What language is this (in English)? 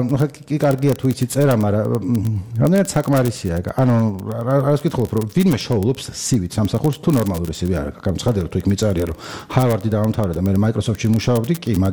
Georgian